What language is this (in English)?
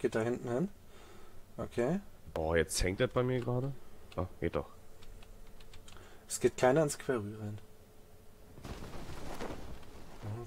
German